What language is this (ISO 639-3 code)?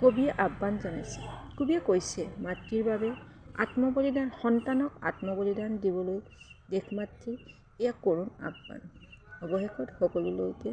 asm